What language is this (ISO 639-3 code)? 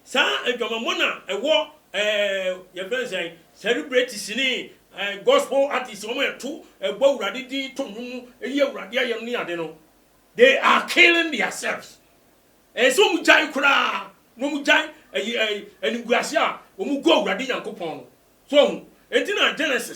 aka